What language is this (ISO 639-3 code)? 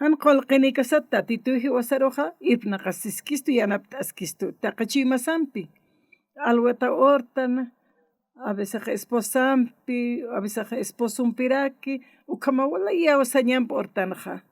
aym